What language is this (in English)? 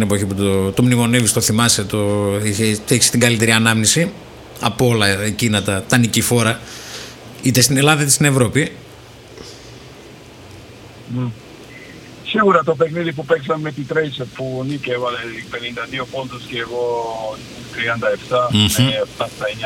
Greek